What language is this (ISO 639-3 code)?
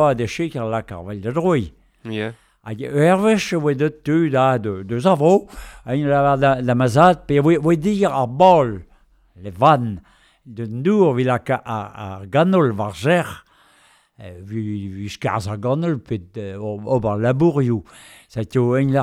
bre